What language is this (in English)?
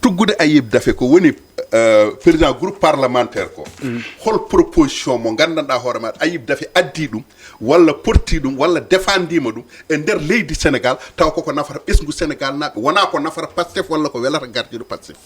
Fula